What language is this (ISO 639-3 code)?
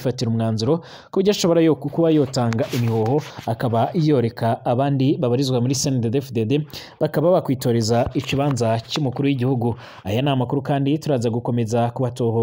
run